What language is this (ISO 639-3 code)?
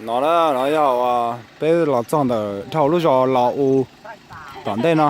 hmn